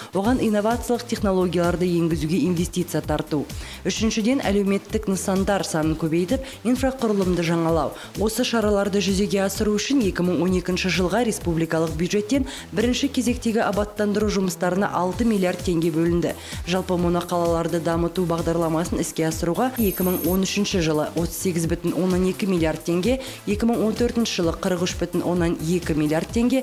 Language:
Kazakh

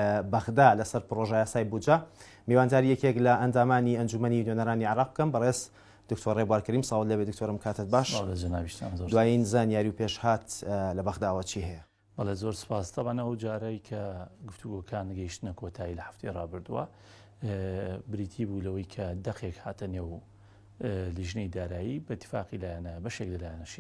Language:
Central Kurdish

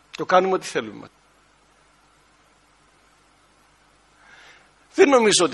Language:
Greek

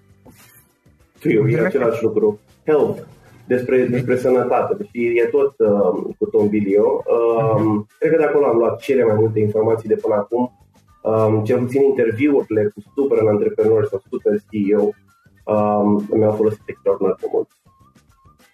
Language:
Romanian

